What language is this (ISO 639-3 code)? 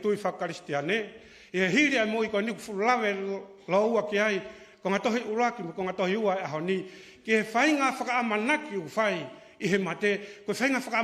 ton